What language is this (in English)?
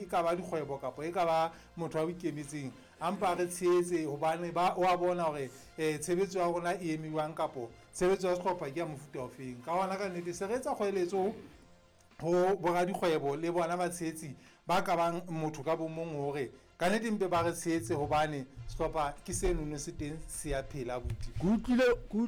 Southern Sotho